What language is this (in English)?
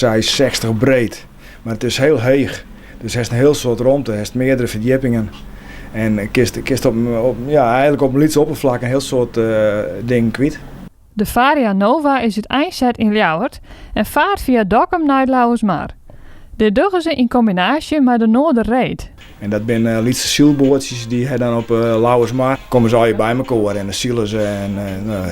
Western Frisian